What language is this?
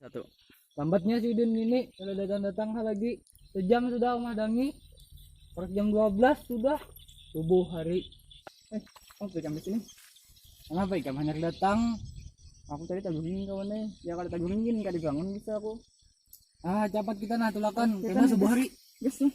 Banjar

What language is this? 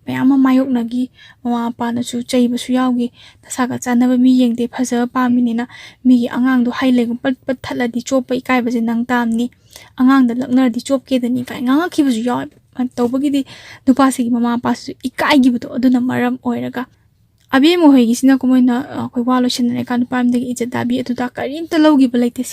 Manipuri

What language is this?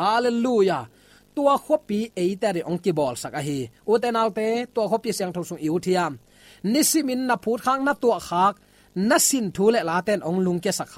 Tedim Chin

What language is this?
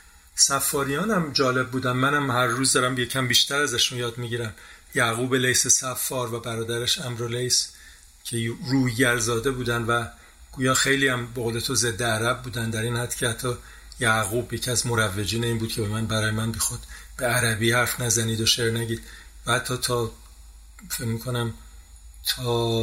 Persian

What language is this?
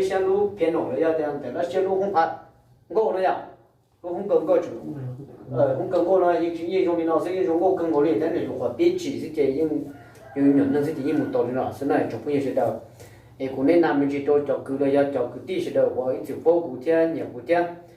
Hmong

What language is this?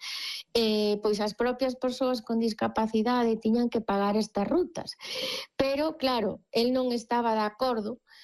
Galician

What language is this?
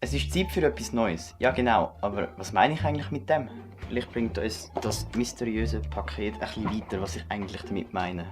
Swiss German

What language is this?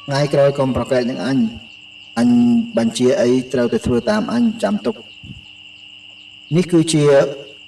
Khmer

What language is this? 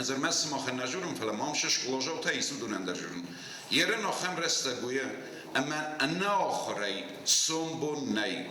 Ossetic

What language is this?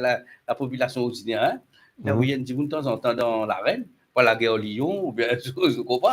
Morisyen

